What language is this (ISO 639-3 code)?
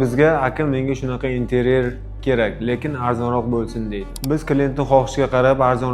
uzb